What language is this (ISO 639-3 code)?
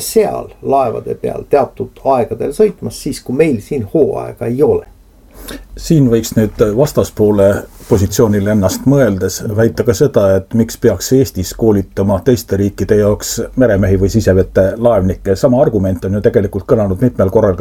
est